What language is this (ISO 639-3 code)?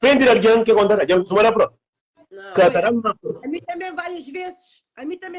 kea